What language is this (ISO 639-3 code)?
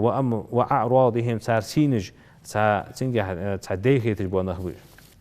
inh